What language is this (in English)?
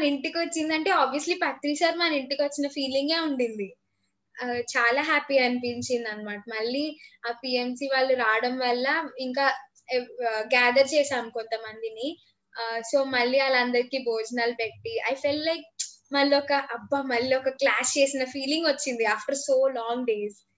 Telugu